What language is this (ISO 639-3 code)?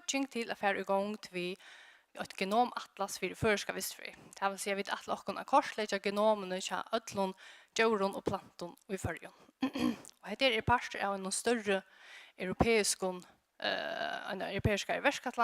fao